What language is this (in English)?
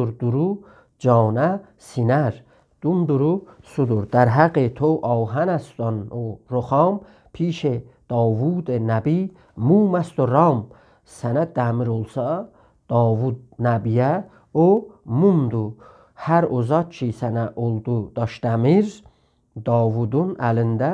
South Azerbaijani